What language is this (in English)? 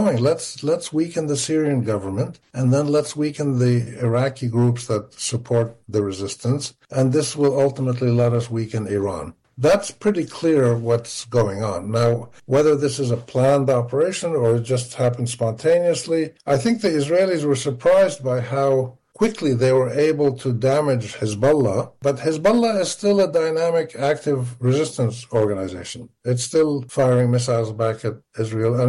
English